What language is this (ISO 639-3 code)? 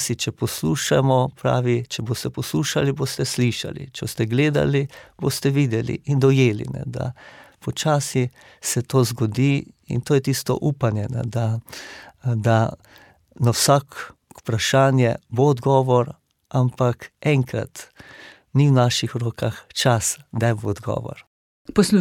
slv